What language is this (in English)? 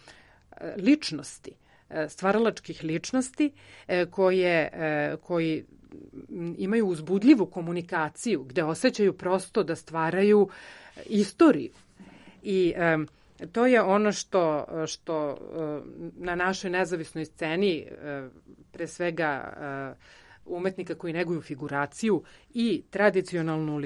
Serbian